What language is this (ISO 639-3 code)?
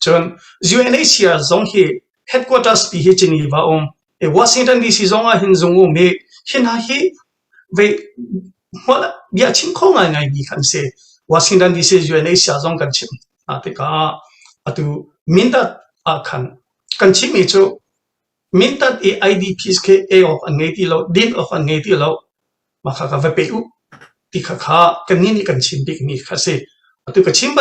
cnh